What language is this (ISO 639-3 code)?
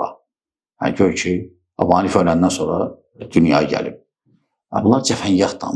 aze